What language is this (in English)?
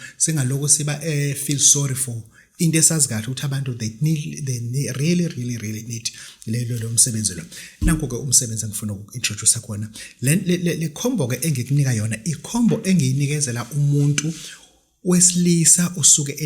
Zulu